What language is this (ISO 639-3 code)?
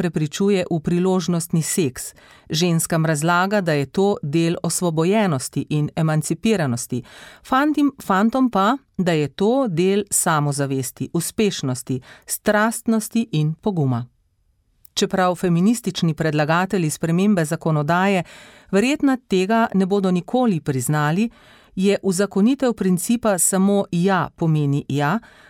slv